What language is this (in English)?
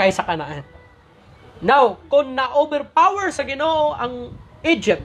Cebuano